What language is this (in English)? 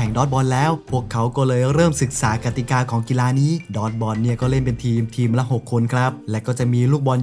Thai